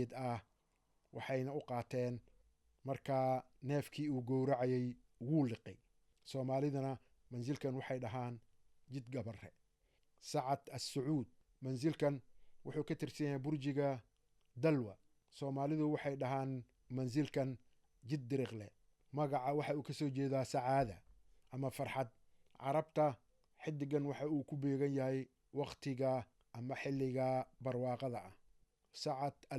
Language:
Somali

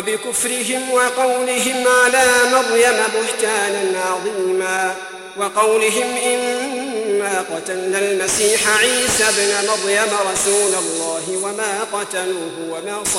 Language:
Arabic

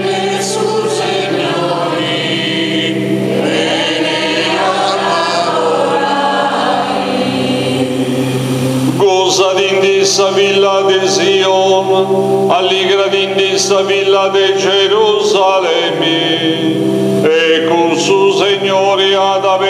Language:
Sardinian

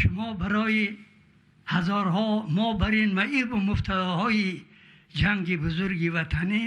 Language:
Tajik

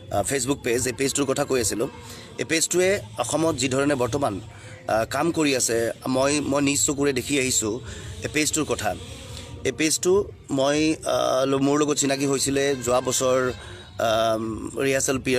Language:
Assamese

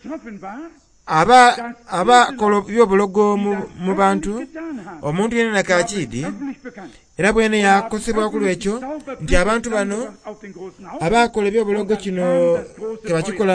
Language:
Soga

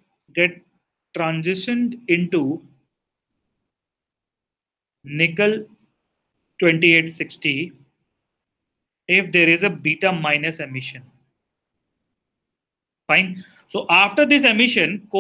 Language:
English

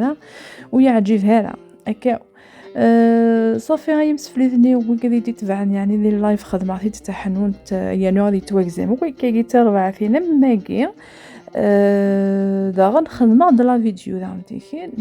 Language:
Kabyle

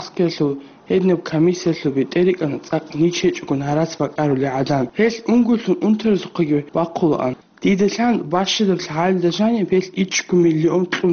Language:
Avaric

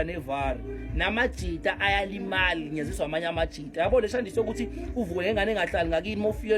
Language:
Zulu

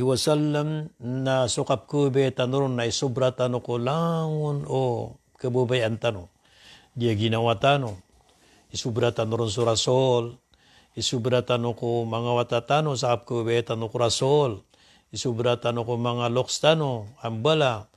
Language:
Maranao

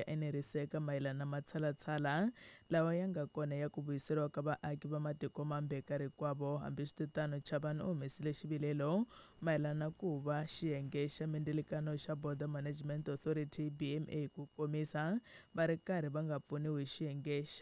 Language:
Tsonga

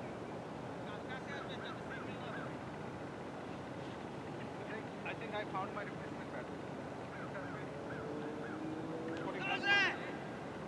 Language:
English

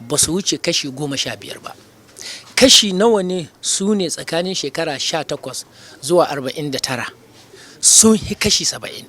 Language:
Hausa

